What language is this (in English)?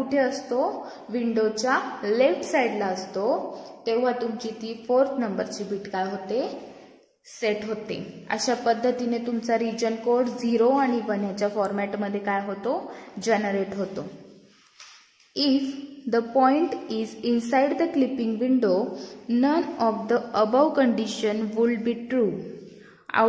Marathi